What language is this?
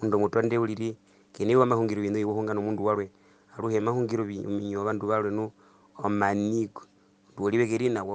Herero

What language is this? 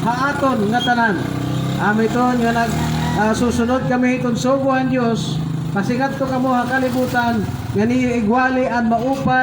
Waray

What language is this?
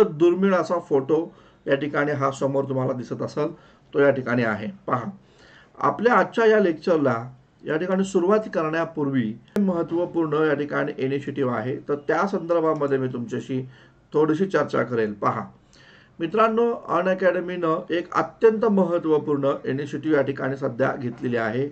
Marathi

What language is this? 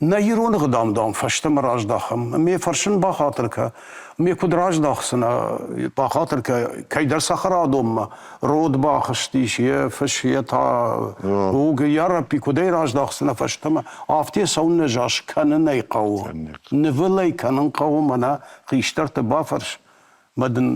Ossetic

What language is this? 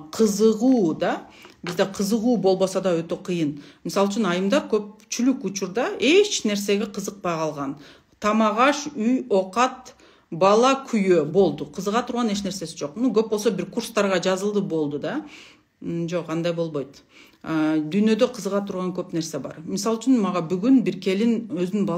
Kyrgyz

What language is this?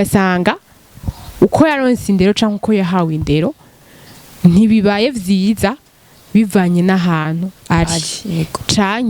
Rundi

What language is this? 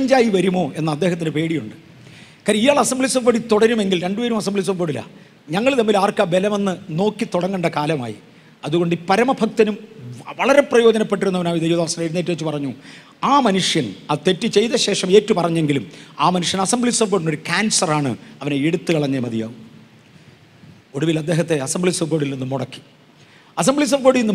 Malayalam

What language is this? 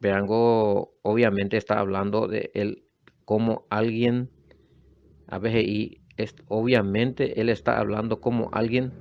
Guarani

